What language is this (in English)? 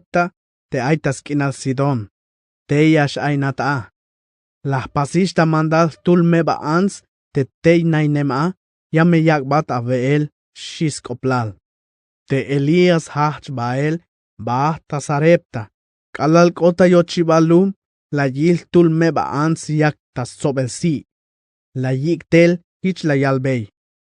Tzeltal